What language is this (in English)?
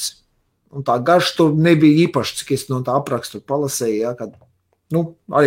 Latvian